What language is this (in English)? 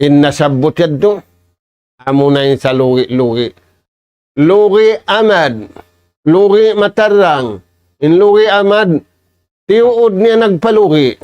Tausug